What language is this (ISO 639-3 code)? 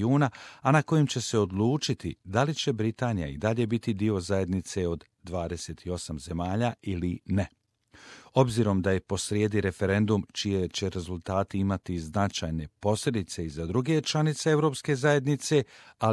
hrv